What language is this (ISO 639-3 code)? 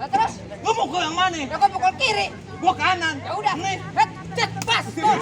bew